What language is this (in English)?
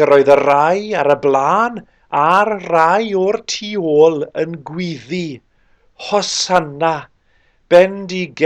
Welsh